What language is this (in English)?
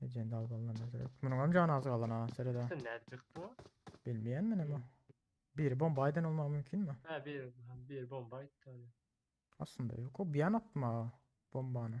Turkmen